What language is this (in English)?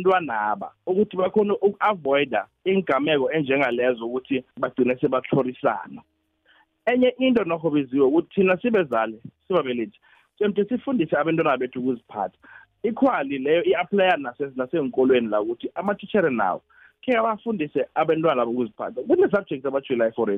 South Ndebele